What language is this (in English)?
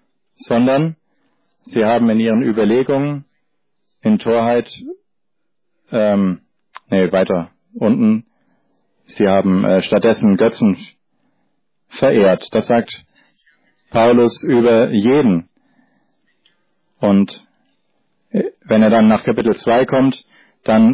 German